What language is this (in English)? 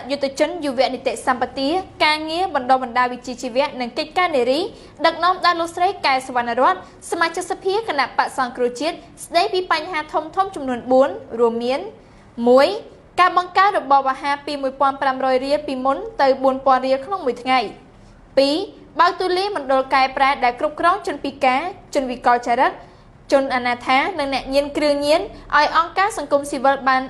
Khmer